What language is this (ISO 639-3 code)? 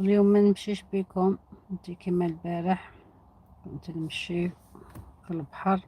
arq